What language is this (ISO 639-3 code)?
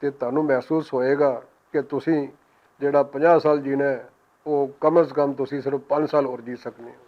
lah